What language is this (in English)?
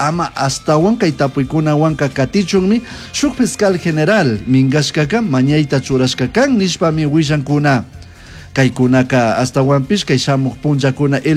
Chimborazo Highland Quichua